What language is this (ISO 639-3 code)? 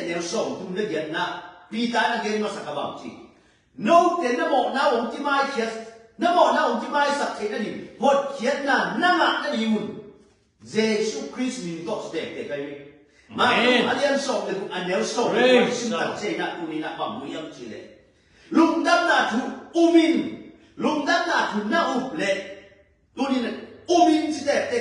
ctd